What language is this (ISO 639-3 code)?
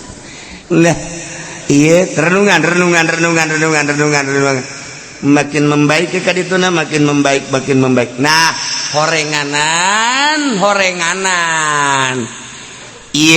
sun